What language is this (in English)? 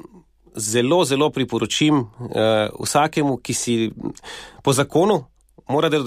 Slovenian